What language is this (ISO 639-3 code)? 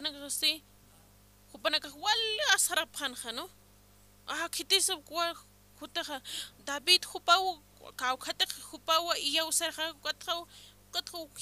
aym